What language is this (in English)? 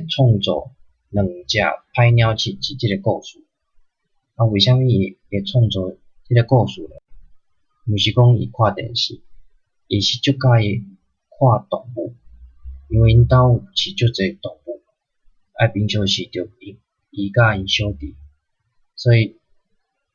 Min Nan Chinese